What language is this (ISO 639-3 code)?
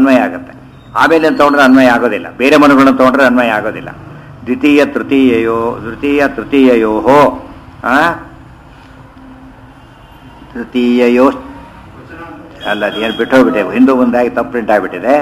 kan